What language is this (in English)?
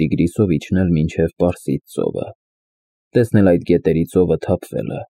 Armenian